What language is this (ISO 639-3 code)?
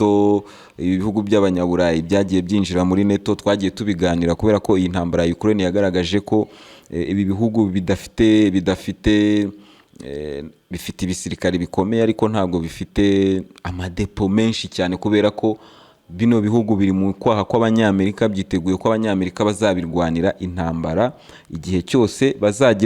kin